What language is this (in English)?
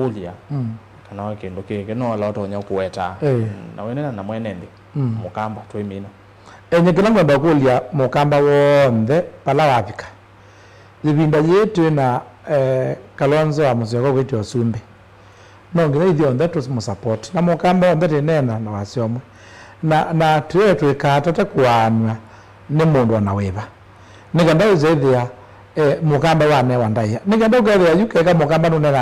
Kamba